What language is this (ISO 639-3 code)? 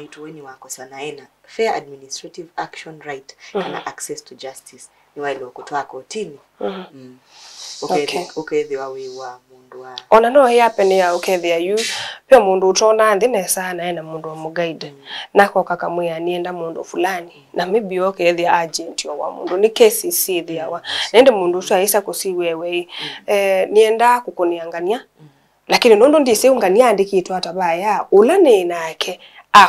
kam